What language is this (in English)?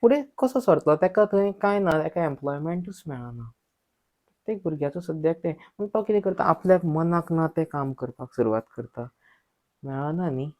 Konkani